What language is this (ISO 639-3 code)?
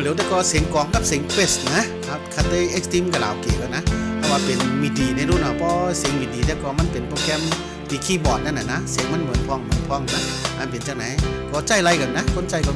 shn